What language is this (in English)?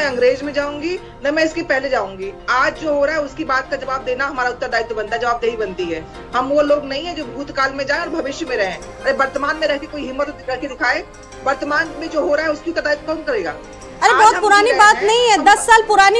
Hindi